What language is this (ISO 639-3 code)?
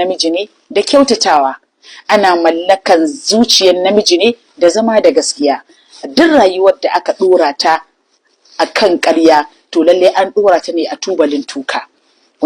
hau